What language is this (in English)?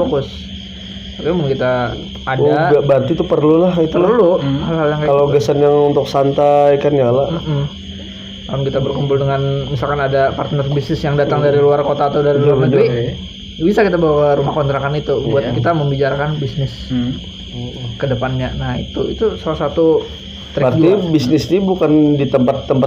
Banjar